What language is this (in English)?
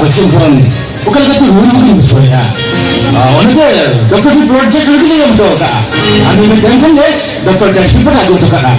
Santali